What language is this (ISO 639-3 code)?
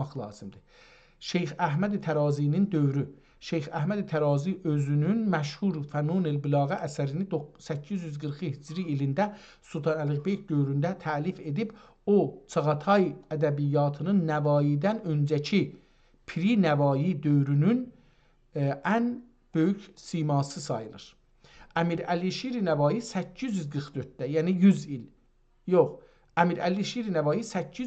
azb